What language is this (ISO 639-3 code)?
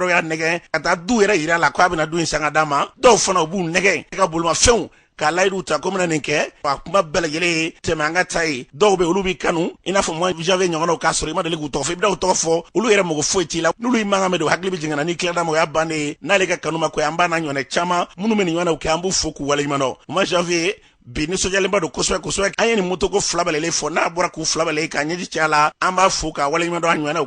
bam